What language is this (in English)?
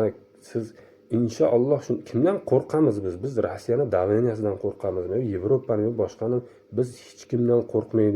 Uzbek